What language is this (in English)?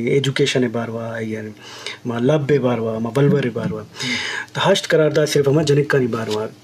Eastern Balochi